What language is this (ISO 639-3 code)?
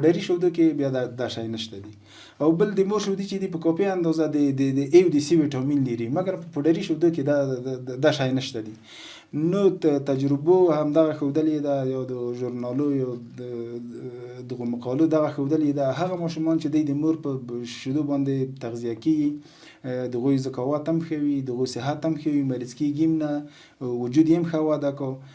pus